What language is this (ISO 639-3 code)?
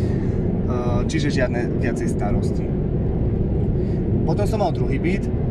slk